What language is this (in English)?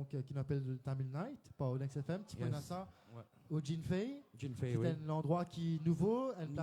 Morisyen